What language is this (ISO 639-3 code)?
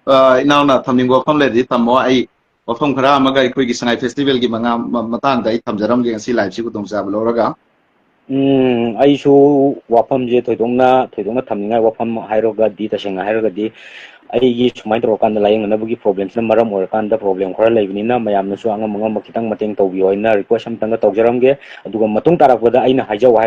mni